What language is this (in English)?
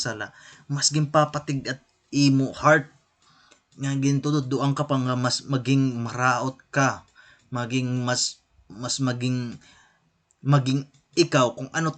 Waray